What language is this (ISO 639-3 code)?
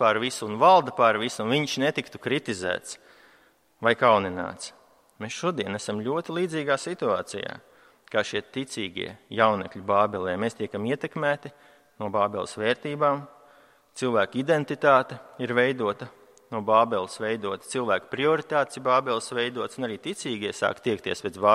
lav